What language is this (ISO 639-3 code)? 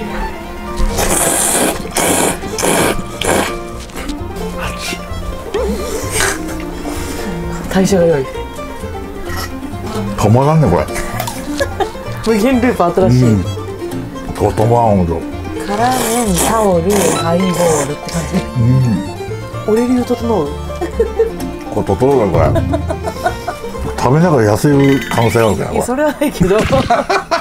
jpn